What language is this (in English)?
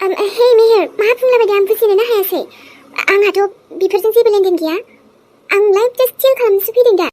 Bodo